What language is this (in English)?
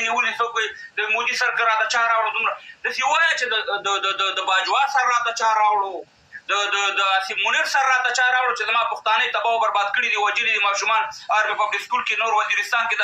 Pashto